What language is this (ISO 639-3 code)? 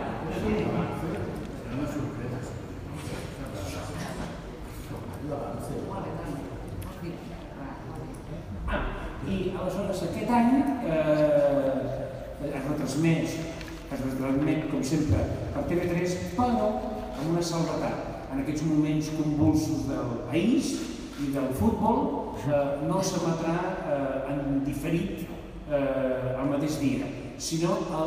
cat